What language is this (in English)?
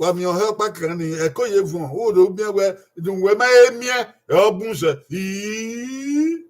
Bini